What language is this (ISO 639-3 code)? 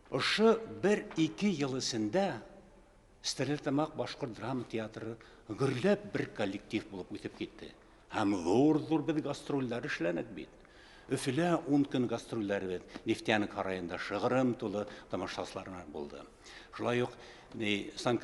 bak